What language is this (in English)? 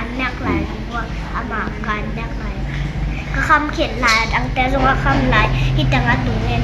Tedim Chin